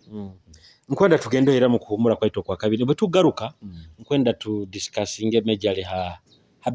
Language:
Nyoro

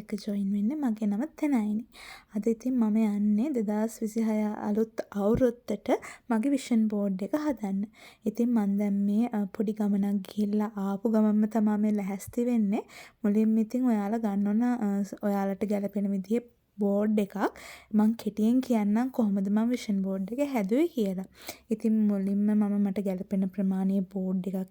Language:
Sinhala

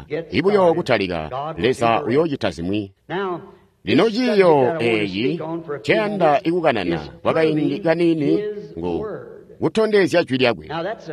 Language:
Tonga (Zambia)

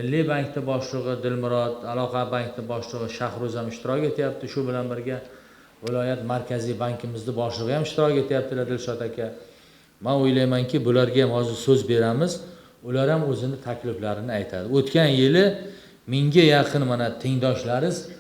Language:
Uzbek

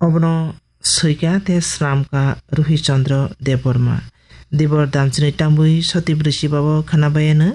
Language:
Kok Borok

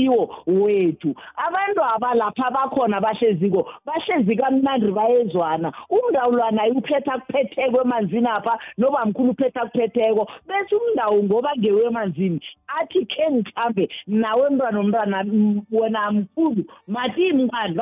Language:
South Ndebele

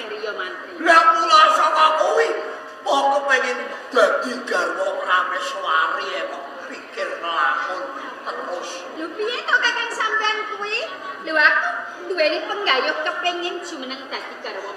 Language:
Javanese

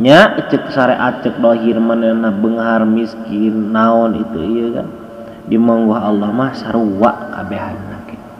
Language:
Sundanese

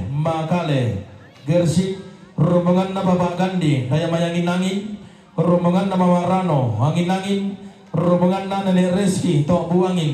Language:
Toraja-Sa'dan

